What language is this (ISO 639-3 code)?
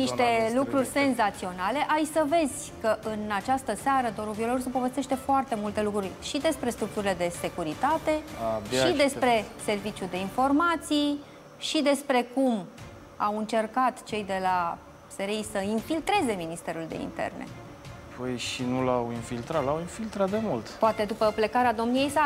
ron